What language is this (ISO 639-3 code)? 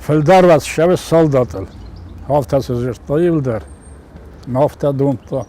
oss